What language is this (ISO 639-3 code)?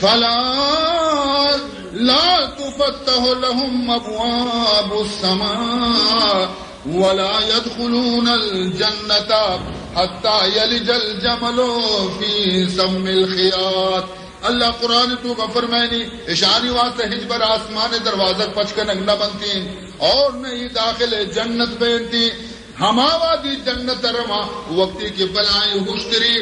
bal